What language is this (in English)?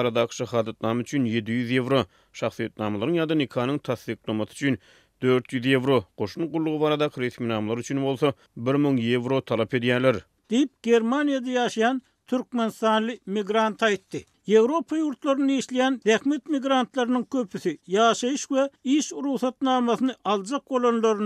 Turkmen